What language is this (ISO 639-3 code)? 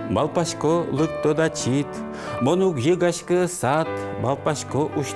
udm